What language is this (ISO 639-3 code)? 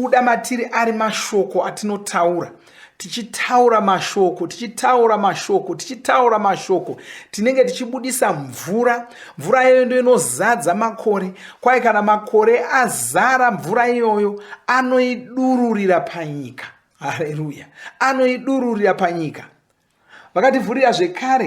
sna